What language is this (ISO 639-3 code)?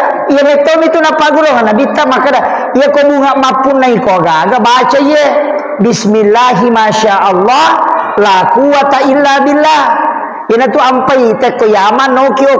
bug